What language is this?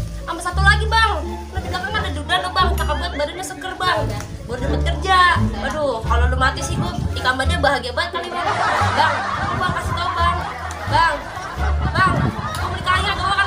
Betawi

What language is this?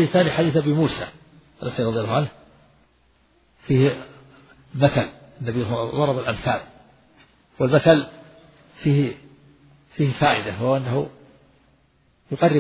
Arabic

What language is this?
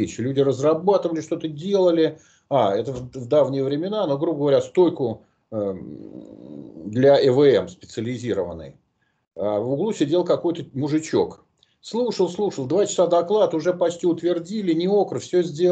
Russian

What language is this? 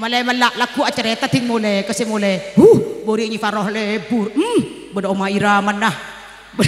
Madurese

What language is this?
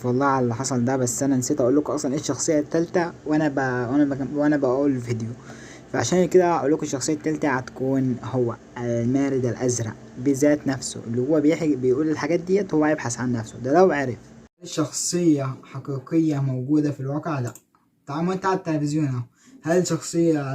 Egyptian Arabic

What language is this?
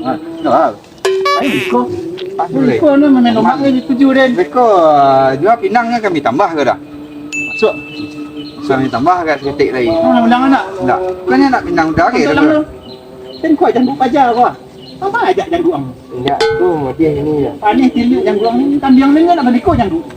Minangkabau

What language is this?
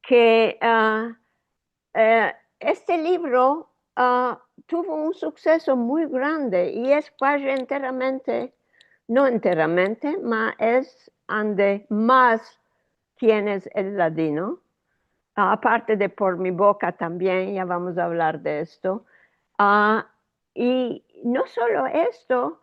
Ladino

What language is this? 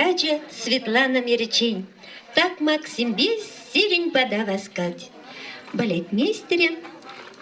Chuvash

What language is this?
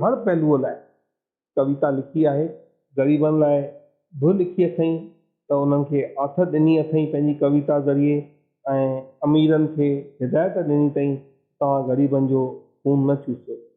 Sindhi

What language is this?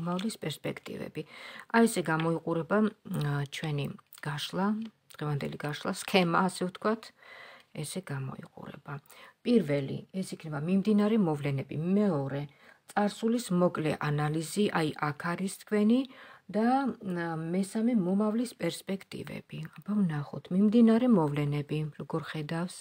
Georgian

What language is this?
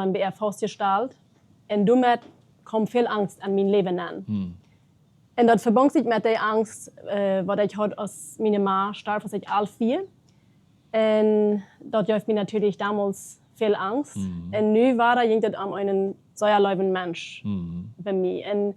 Plautdietsch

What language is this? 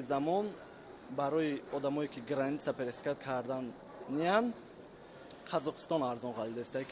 Tajik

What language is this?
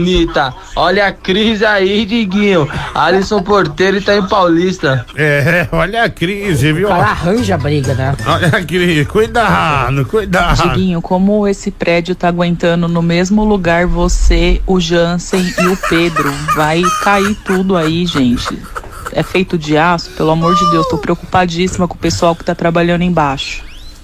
Portuguese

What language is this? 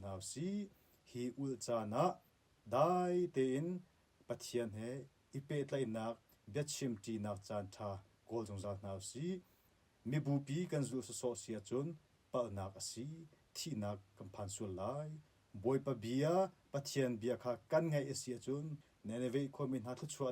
Hakha Chin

